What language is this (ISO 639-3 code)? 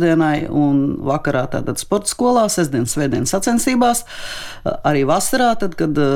lav